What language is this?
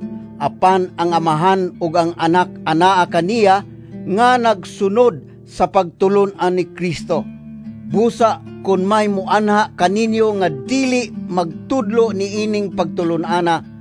Cebuano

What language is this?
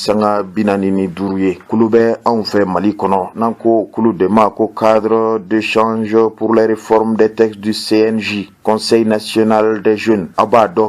Bambara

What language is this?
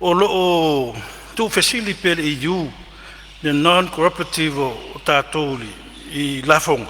Samoan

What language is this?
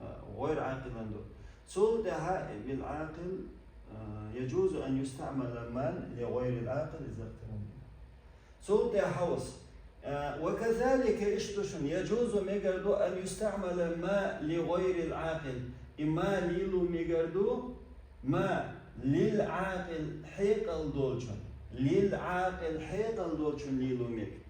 Chechen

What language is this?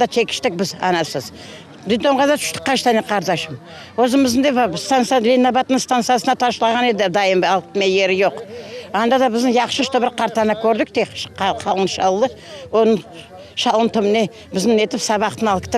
Crimean Tatar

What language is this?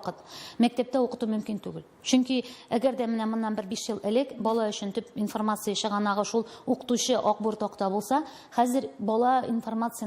Tatar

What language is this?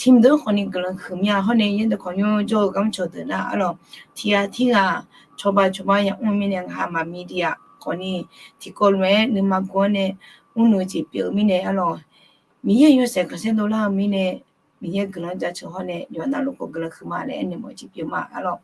Akha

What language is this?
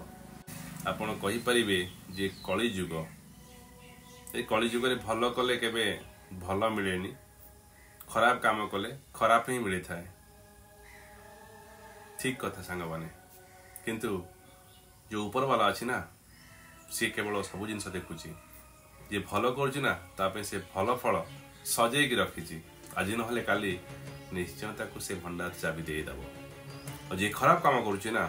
Odia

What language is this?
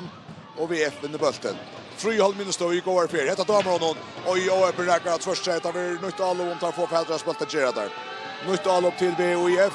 Faroese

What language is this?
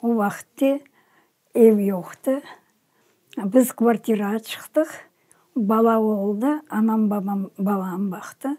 Crimean Tatar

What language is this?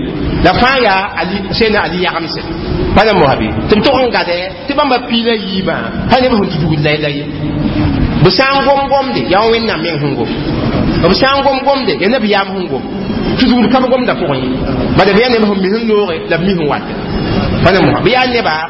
Mossi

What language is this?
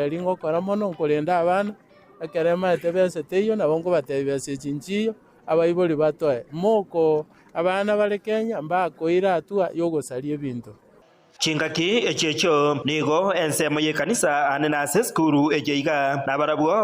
Gusii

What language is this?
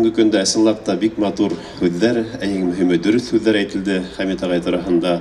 Bashkir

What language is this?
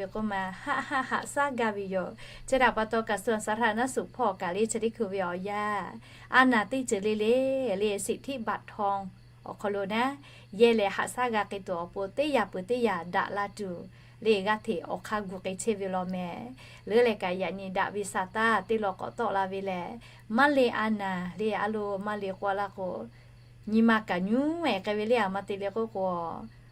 Lahu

